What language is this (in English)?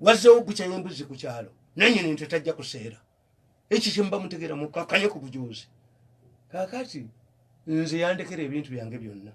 Ganda